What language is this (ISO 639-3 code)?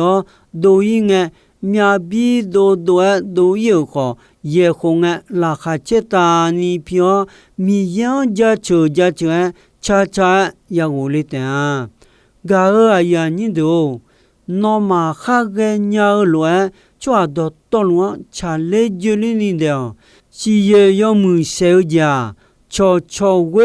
ahk